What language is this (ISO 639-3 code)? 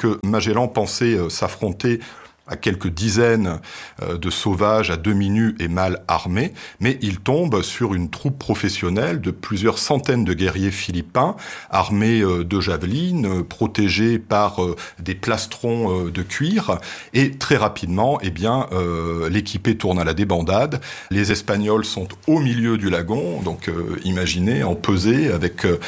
fra